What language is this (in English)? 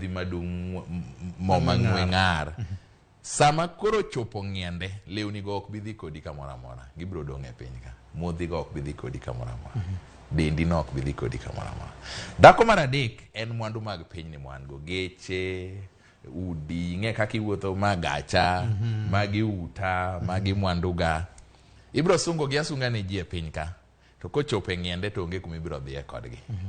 Luo (Kenya and Tanzania)